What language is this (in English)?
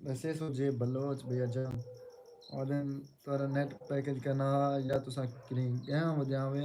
Saraiki